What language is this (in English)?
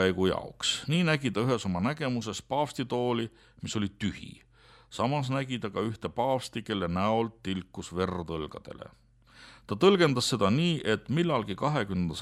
Estonian